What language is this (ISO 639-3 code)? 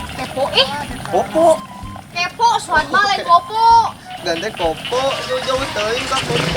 sun